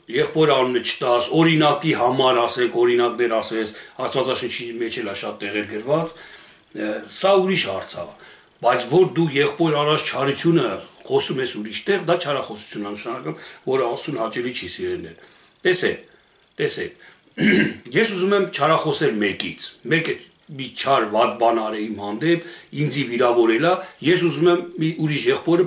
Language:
Armenian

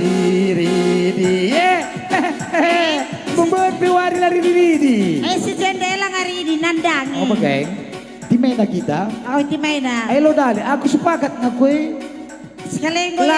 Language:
Batak Karo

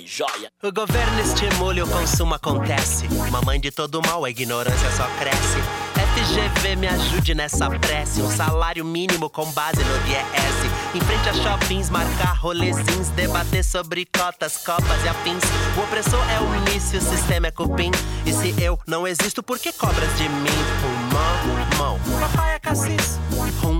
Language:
Portuguese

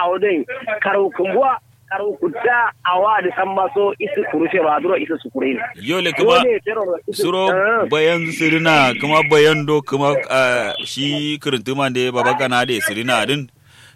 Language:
Kanuri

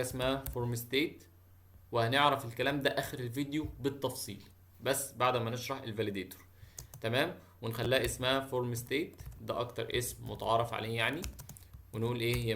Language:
Egyptian Arabic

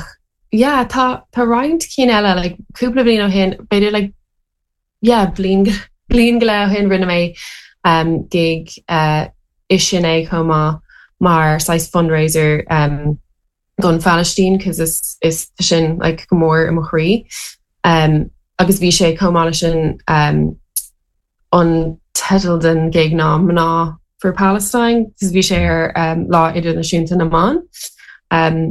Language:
Irish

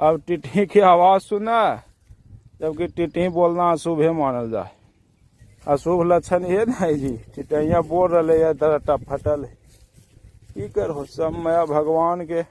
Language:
Magahi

